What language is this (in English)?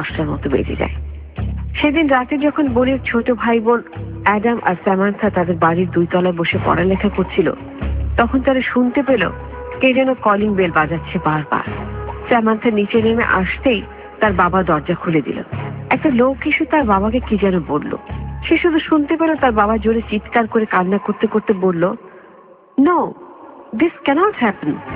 Bangla